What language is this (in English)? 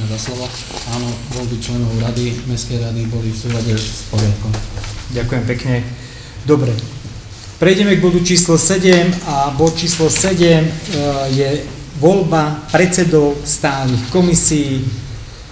Slovak